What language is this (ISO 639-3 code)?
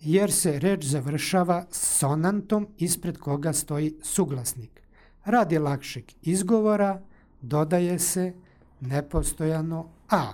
srp